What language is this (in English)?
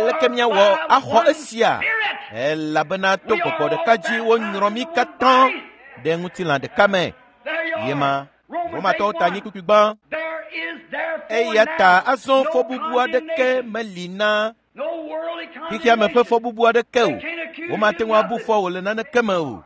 Ewe